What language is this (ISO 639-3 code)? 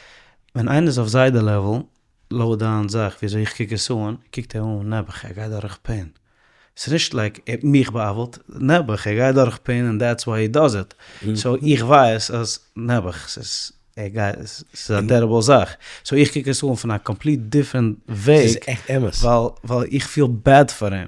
yid